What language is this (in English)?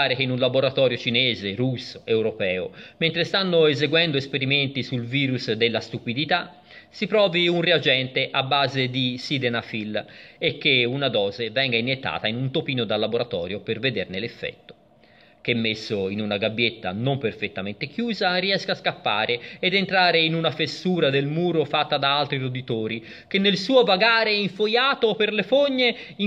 Italian